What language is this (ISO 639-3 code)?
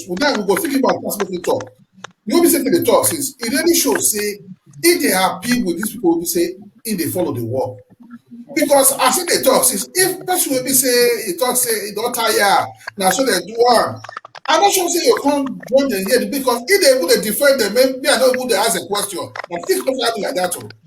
pcm